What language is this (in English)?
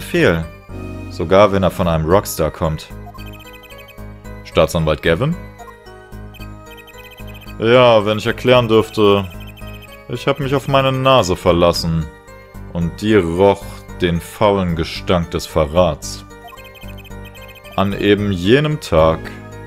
German